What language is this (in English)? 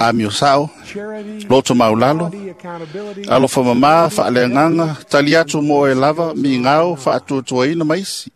Samoan